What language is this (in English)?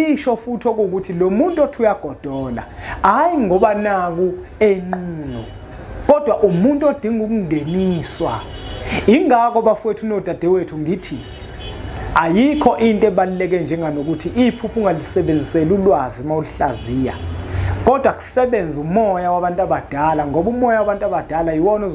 Zulu